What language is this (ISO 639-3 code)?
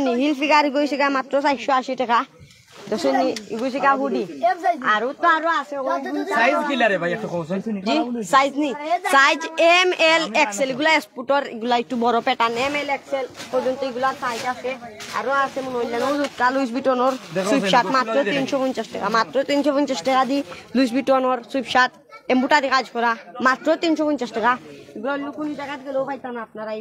syl